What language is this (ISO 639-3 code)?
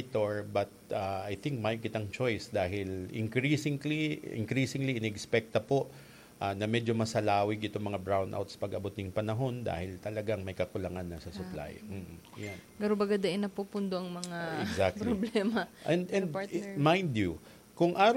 bik